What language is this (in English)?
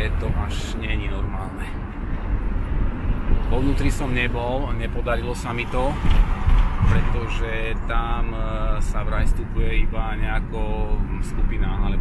Slovak